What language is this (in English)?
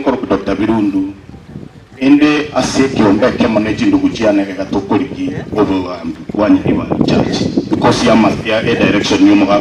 Gusii